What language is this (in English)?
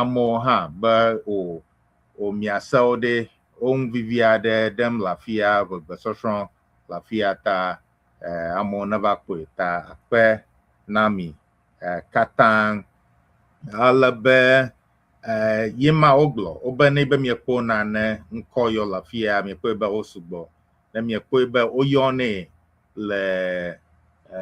Ewe